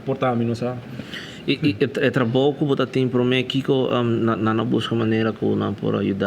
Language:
Papiamento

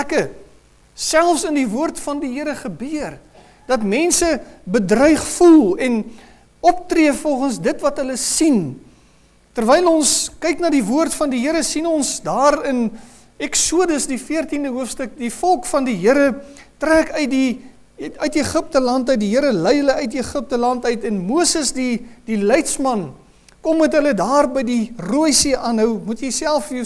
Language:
Afrikaans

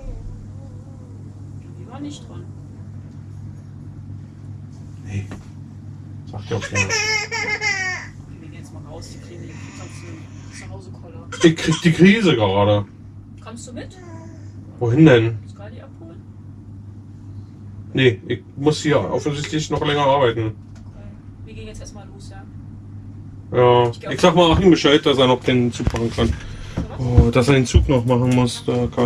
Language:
German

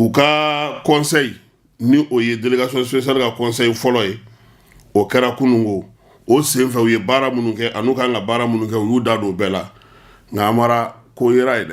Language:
Bambara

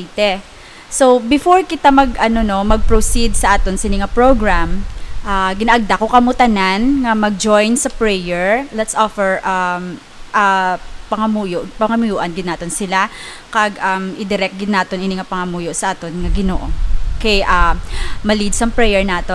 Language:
Hiligaynon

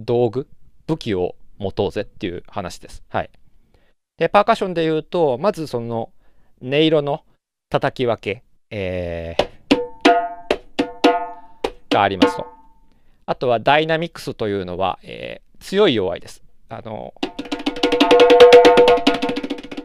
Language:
Japanese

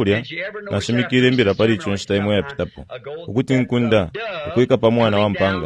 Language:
Bemba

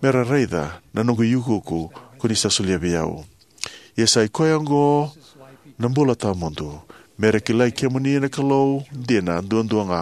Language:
Fijian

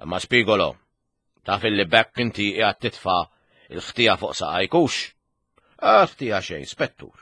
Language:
Maltese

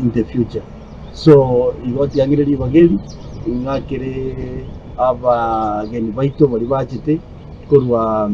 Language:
Gusii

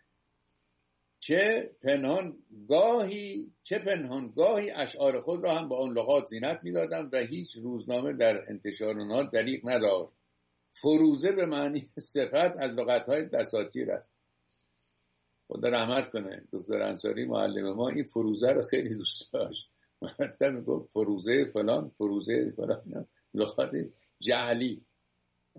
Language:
Persian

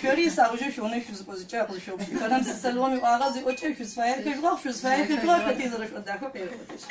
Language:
Adyghe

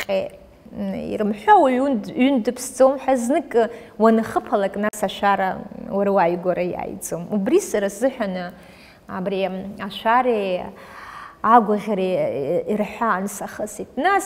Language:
Abkhazian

